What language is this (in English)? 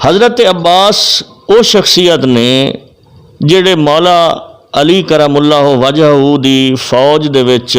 Western Panjabi